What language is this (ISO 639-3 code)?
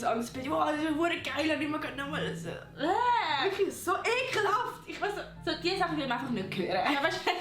gsw